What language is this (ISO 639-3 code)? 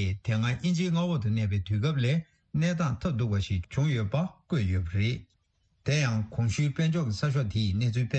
bod